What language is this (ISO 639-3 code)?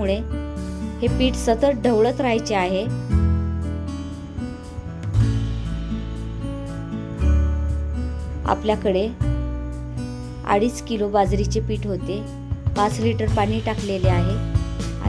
mar